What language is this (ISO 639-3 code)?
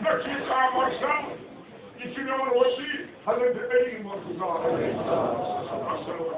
kas